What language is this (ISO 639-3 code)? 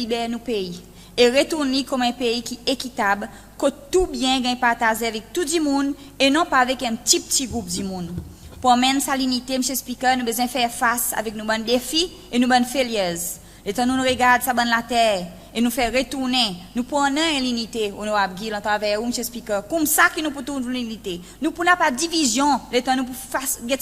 crs